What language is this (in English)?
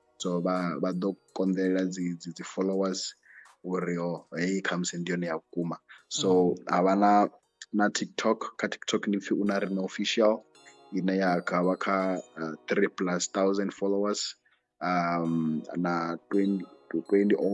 Venda